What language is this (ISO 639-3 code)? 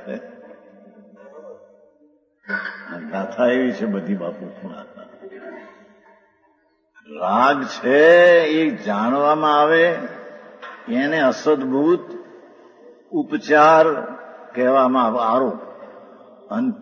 guj